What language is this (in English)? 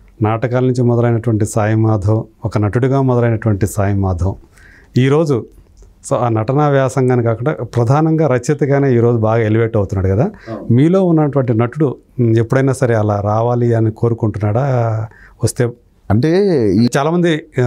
Telugu